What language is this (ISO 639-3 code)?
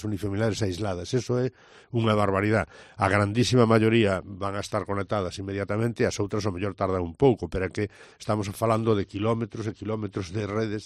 glg